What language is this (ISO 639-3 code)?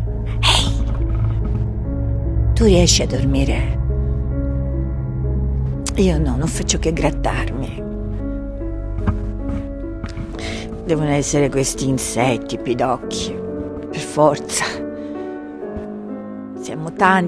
ita